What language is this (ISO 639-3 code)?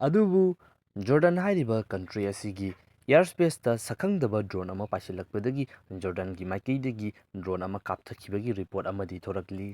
mni